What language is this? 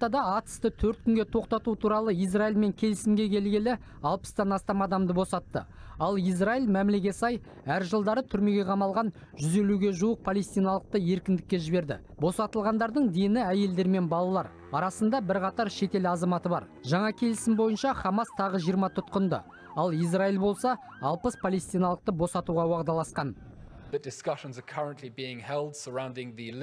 Kazakh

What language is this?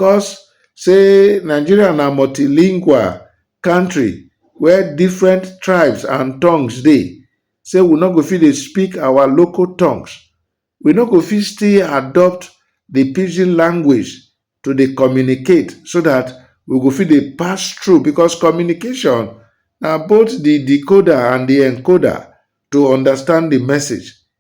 Nigerian Pidgin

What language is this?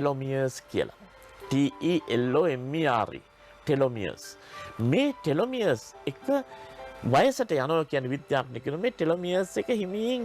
Sinhala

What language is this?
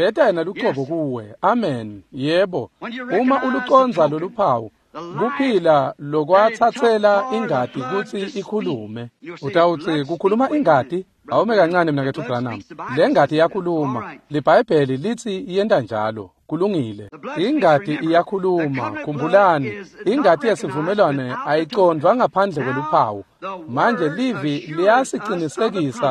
Swati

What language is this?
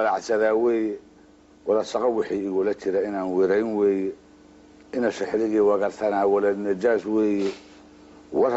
Somali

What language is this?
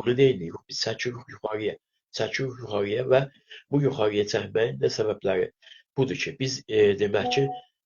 South Azerbaijani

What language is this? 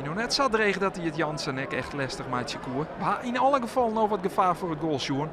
Western Frisian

